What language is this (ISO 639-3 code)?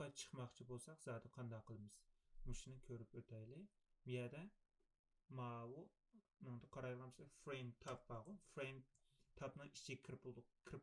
uig